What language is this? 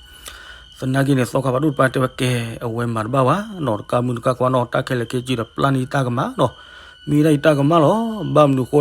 S'gaw Karen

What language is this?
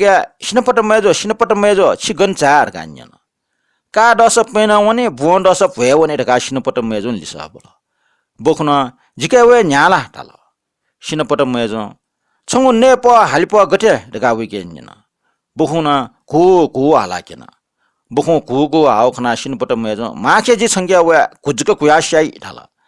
Newari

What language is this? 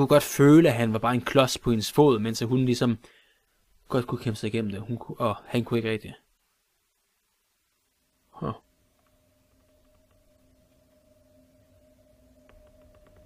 Danish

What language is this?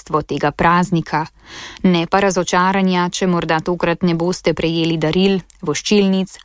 Slovenian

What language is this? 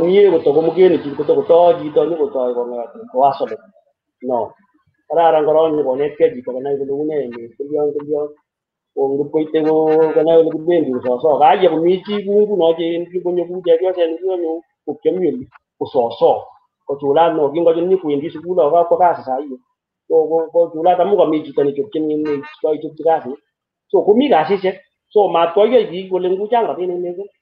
Kalenjin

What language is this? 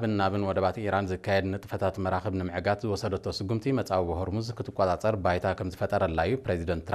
Tigrinya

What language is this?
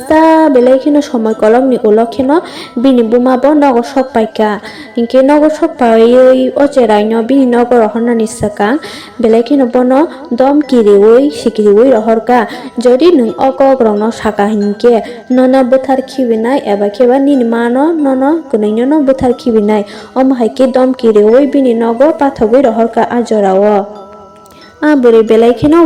Kok Borok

